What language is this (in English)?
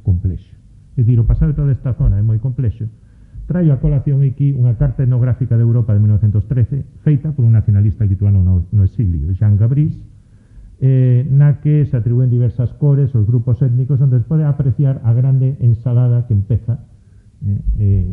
Galician